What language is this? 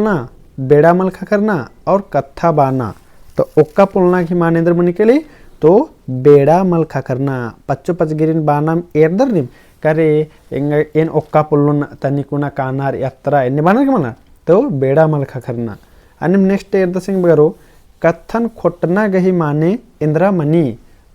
Kurukh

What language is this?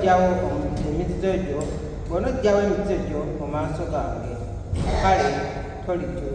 Ganda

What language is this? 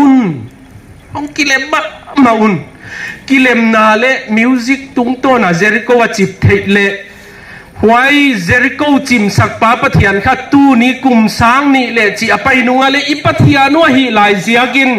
Paite Chin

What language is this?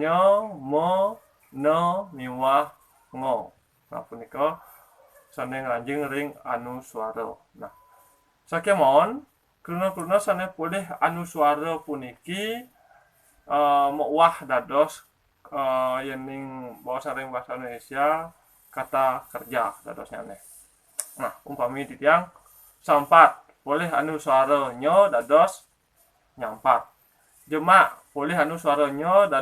Balinese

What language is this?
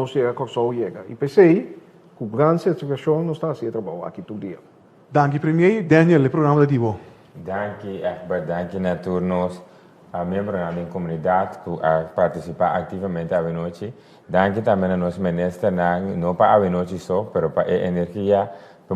Papiamento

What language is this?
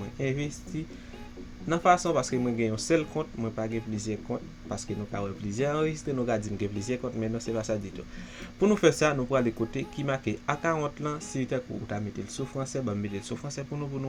Haitian Creole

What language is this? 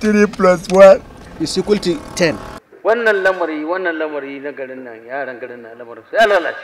Hausa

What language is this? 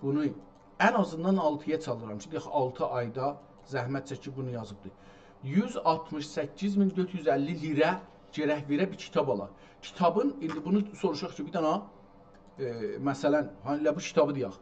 South Azerbaijani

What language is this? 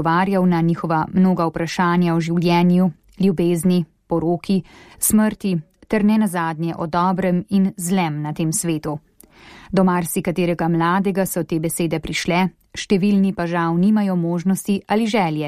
Slovenian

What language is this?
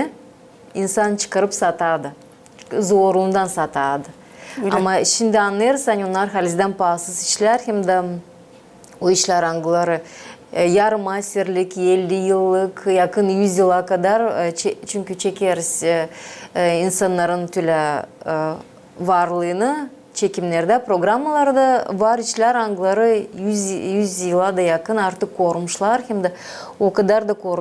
Gagauz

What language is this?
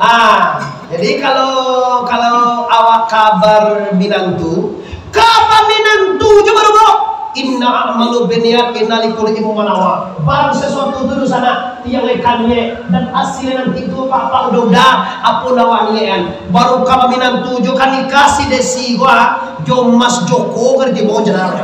Minangkabau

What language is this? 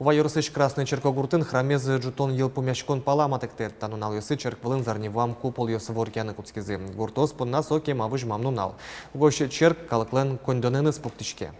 Udmurt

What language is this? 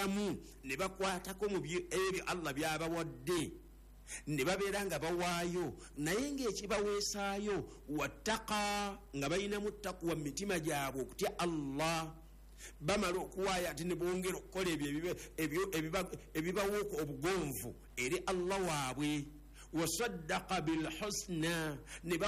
Ganda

